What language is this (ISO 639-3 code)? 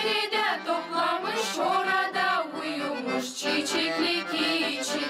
gag